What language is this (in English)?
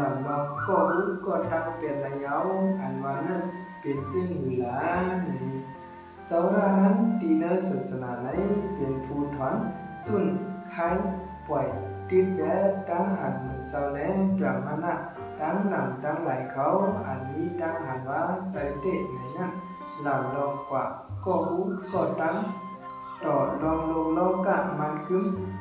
Shan